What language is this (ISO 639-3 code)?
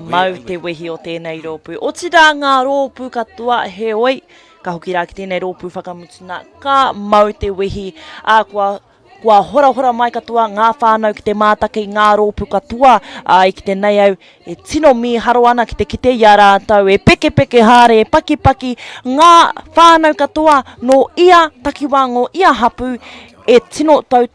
mri